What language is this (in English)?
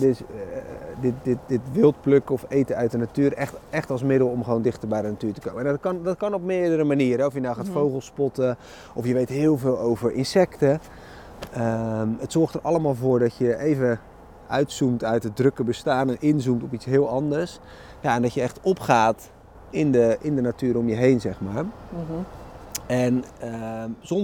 Dutch